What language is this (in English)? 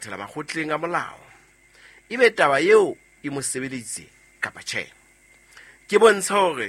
Southern Sotho